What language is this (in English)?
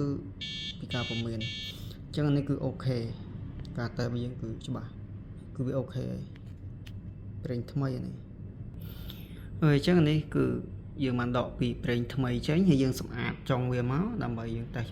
Khmer